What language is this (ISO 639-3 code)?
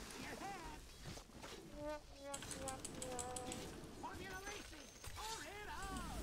tur